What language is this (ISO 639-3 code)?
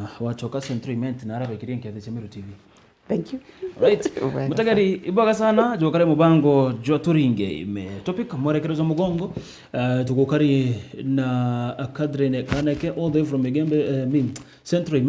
mer